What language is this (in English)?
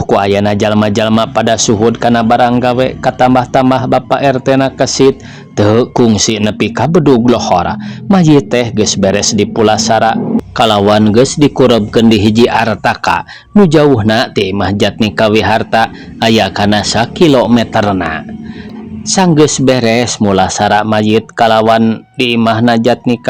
Sundanese